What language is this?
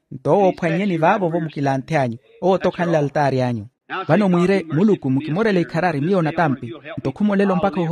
Makhuwa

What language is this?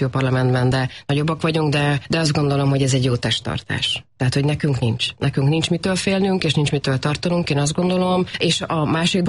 Hungarian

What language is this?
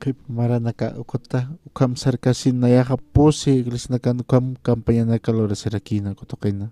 Aymara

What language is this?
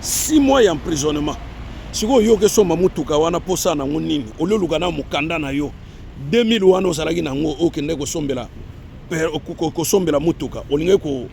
Lingala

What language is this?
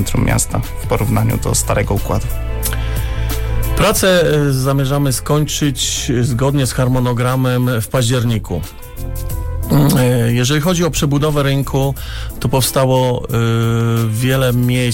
Polish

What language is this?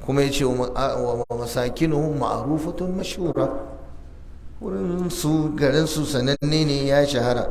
Hausa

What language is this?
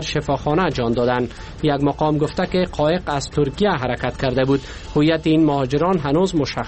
Persian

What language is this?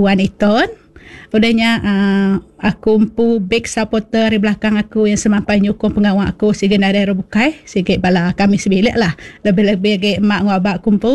Iban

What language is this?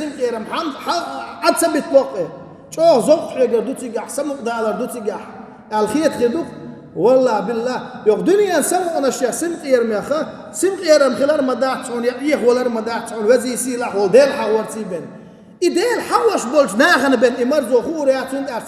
Chechen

